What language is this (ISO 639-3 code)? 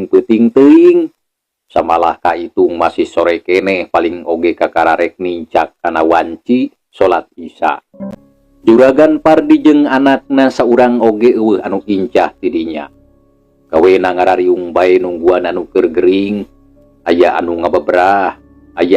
sun